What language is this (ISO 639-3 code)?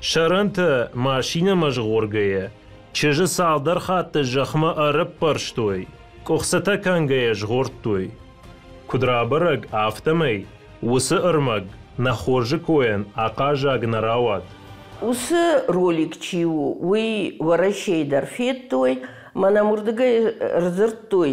oss